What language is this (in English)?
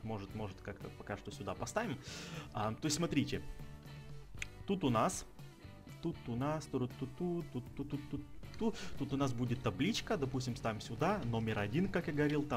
Russian